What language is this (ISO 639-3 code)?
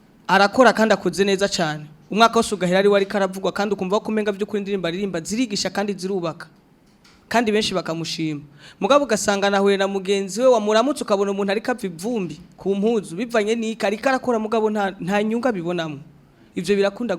run